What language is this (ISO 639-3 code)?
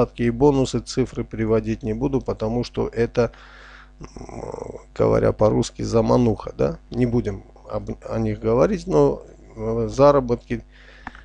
rus